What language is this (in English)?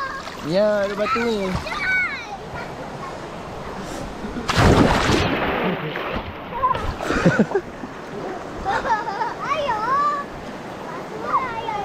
Malay